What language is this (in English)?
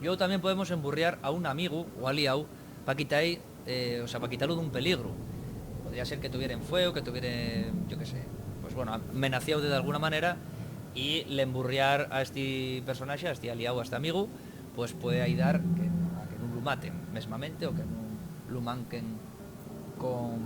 Asturian